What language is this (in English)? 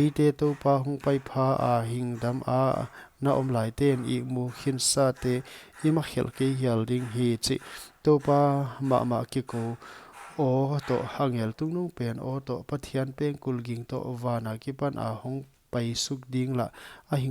Paite Chin